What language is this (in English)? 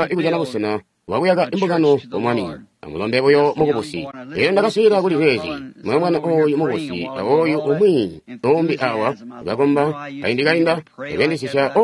Tonga (Zambia)